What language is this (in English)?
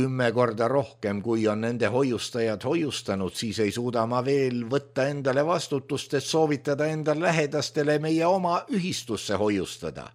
Estonian